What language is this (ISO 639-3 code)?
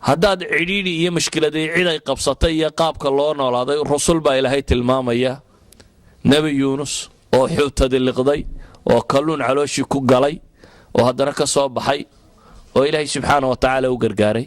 som